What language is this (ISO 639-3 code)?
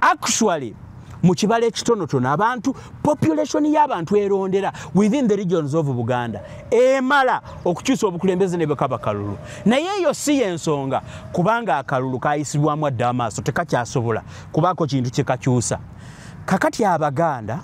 lug